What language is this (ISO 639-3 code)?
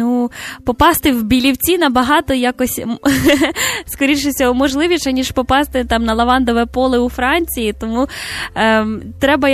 ukr